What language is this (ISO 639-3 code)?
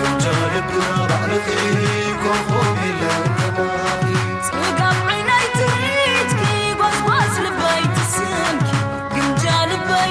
tir